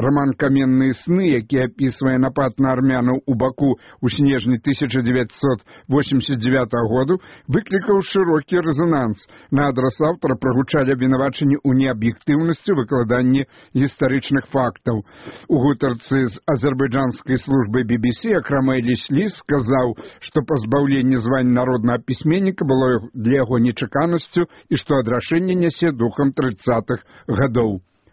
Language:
Belarusian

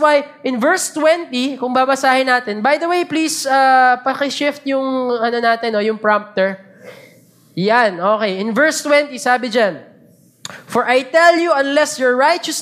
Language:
Filipino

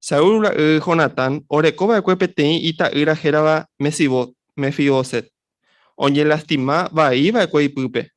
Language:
Guarani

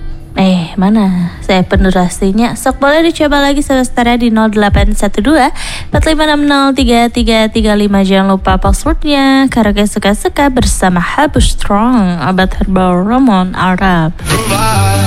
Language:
Indonesian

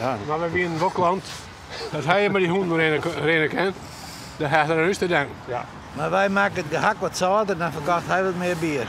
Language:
Western Frisian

